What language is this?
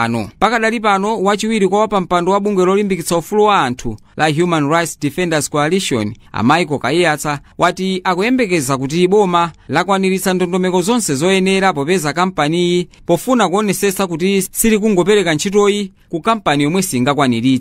Nyanja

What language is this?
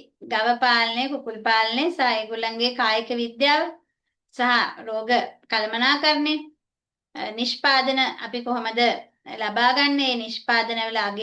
Sinhala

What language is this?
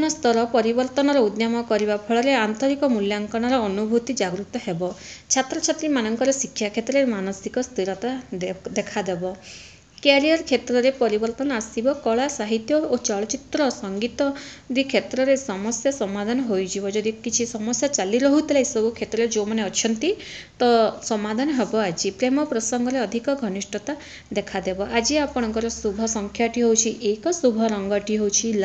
Odia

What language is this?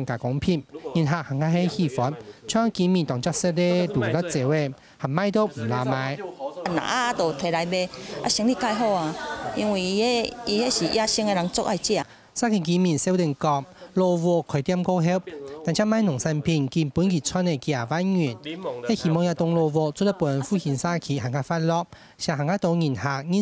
Hakka Chinese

